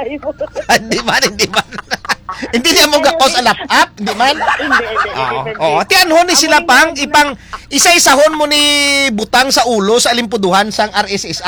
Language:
Hiligaynon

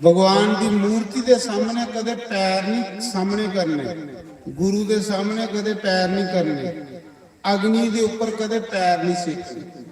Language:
Dogri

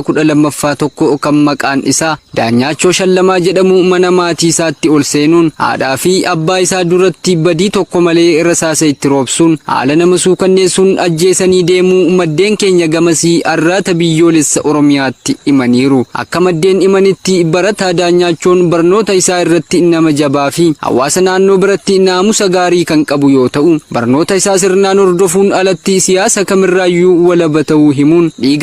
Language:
Oromo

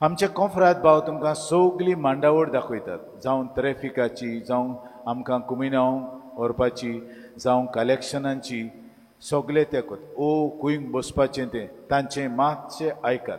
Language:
Konkani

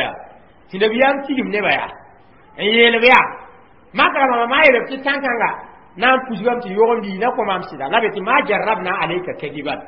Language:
Mossi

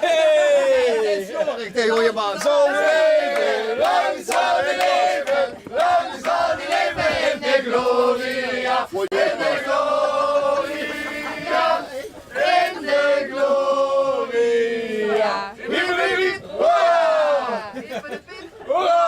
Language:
Limburgish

